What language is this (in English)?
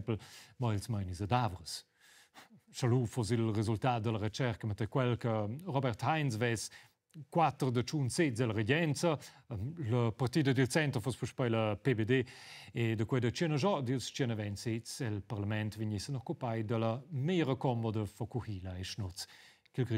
Romansh